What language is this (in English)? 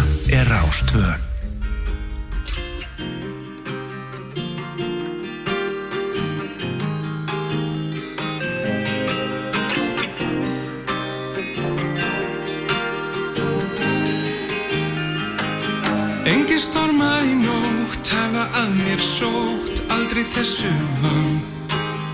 Icelandic